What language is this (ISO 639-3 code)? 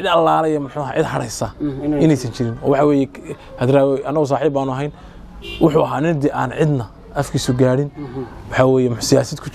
som